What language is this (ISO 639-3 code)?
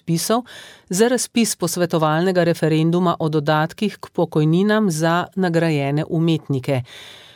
slv